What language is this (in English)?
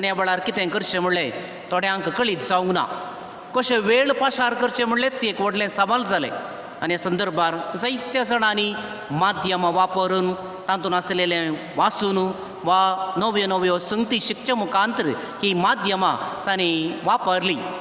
Konkani